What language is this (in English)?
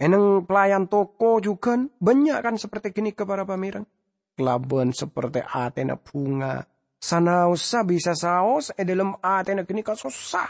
Madurese